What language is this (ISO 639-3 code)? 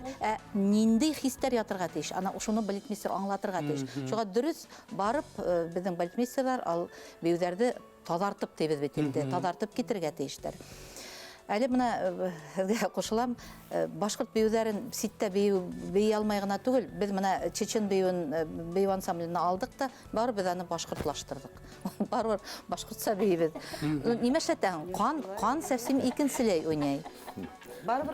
bak